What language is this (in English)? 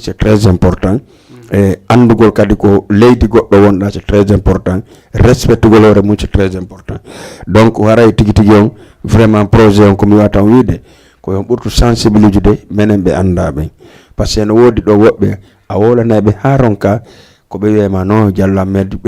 Fula